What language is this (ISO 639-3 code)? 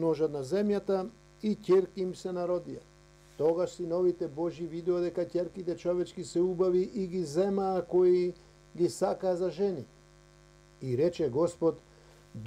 mkd